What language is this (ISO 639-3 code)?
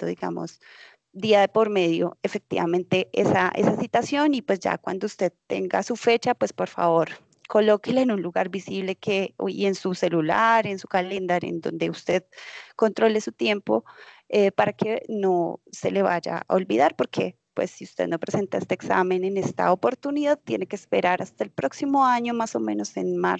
spa